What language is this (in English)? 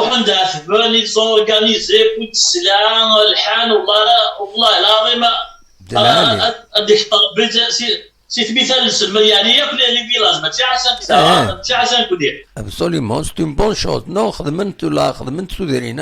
Kabyle